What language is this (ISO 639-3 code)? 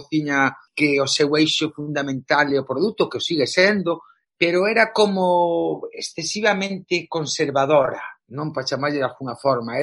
glg